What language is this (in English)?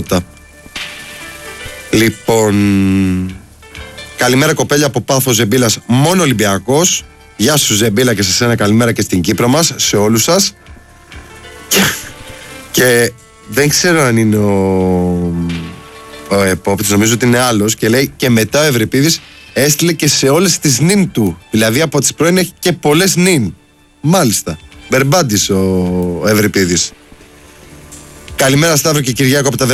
Greek